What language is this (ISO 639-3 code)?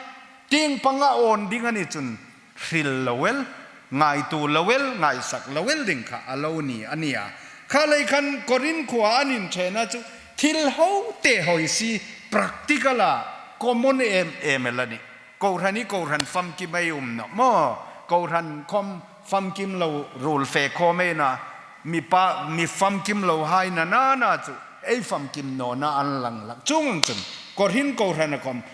hmr